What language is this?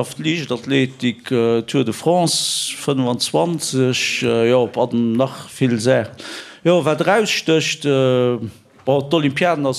Luxembourgish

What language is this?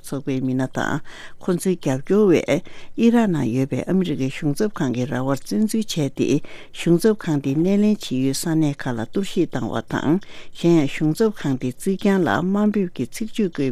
Tibetan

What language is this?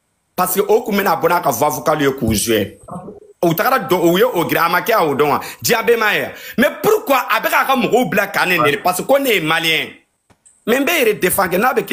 Bambara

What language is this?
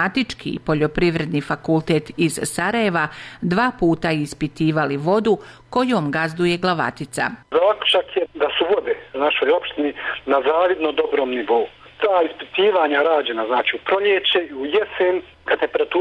Bosnian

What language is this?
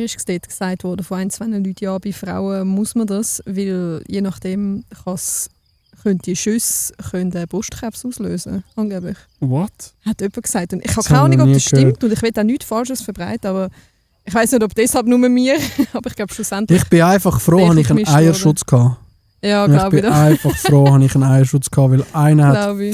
Swiss German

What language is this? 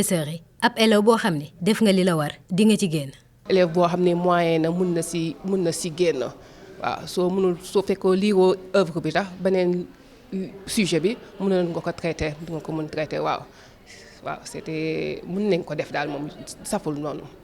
Wolof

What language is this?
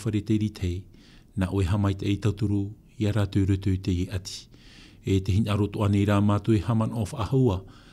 Tahitian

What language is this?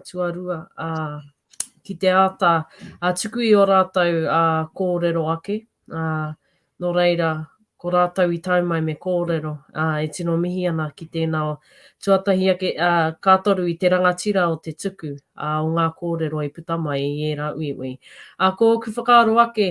Māori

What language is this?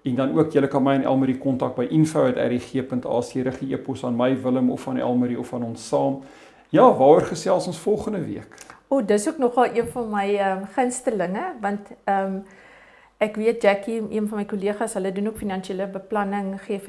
Afrikaans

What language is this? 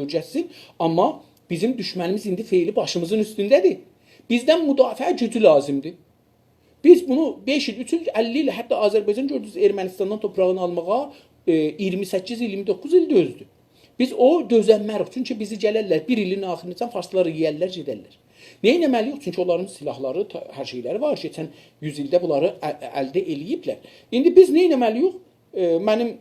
South Azerbaijani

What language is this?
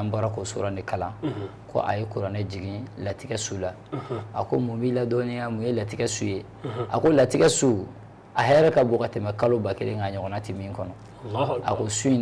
Bambara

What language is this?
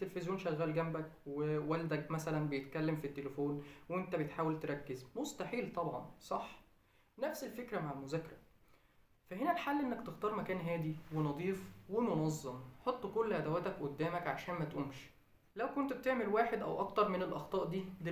Egyptian Arabic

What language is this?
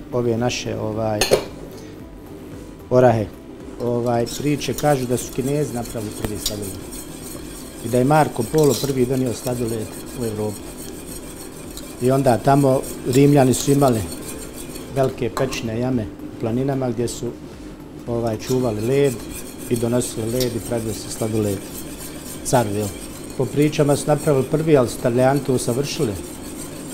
Bosnian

